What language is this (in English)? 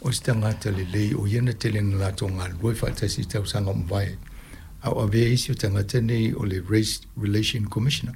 Samoan